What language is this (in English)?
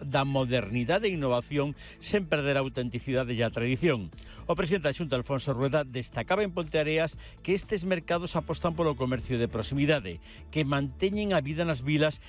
Galician